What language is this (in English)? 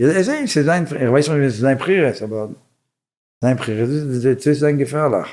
Yiddish